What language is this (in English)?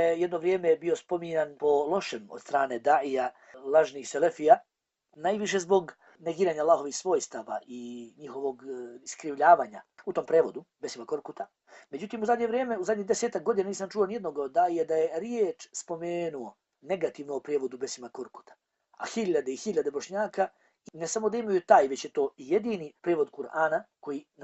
Bosnian